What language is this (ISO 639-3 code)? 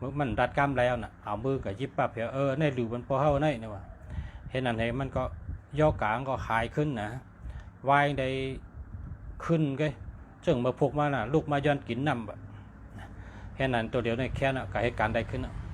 shn